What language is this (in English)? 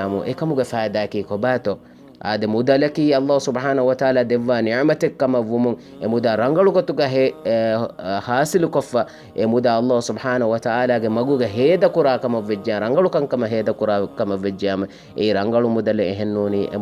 Divehi